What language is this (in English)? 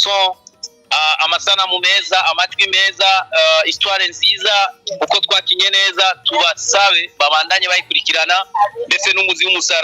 Rundi